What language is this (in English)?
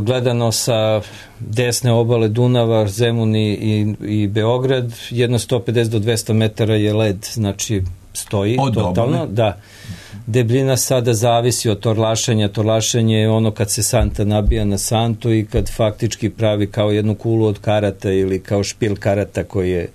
Serbian